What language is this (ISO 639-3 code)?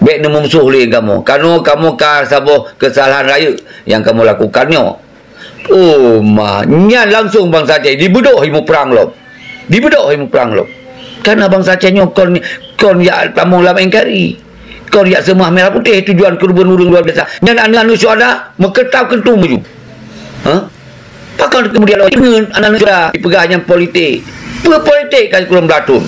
ace